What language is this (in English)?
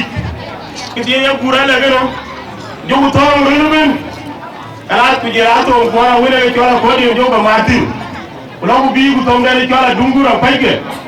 Dinka